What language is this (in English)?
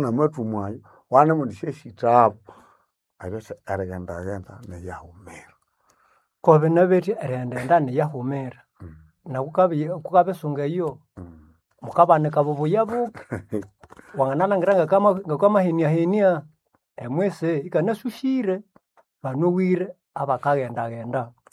Nande